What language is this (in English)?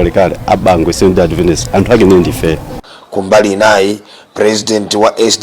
Nyanja